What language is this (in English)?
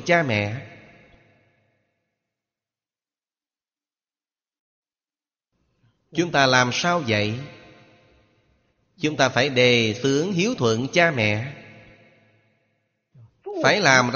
Vietnamese